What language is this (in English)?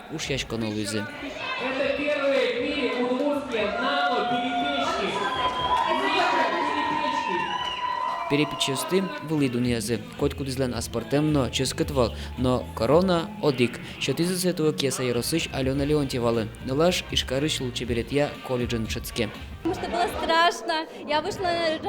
Udmurt